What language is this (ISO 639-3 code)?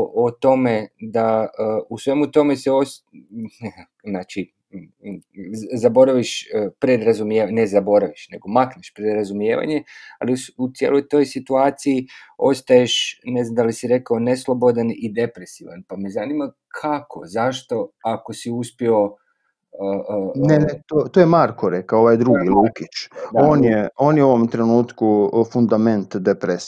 hrv